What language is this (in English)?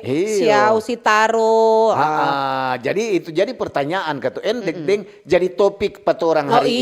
Manado Malay